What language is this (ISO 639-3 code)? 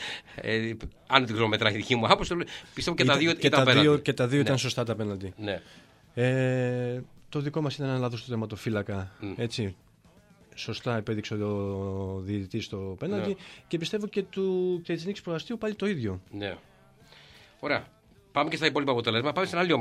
ell